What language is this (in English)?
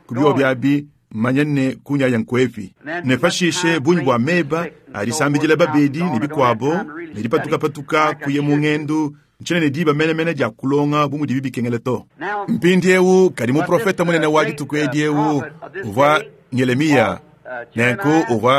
Luba-Lulua